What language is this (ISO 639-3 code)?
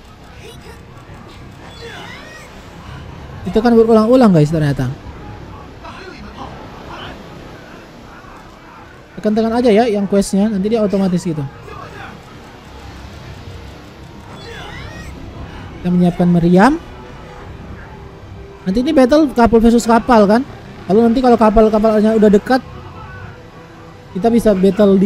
ind